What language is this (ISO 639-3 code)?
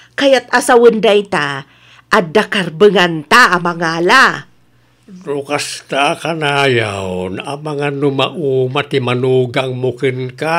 ilo